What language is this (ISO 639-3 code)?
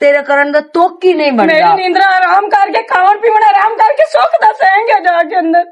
lah